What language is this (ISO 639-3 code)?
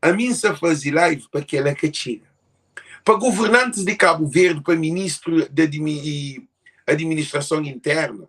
kea